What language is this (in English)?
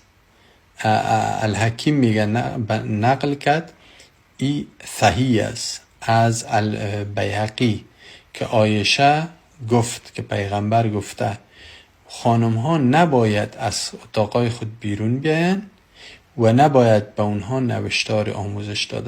Persian